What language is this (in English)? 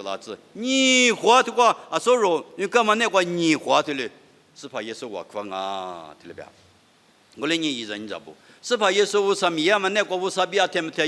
Lisu